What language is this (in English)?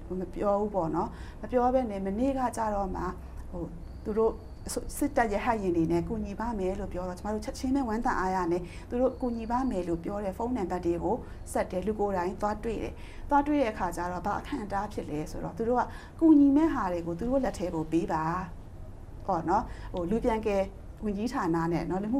Burmese